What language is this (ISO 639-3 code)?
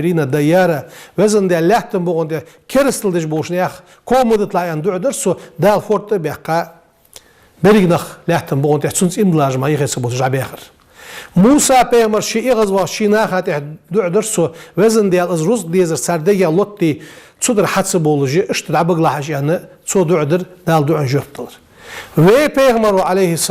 inh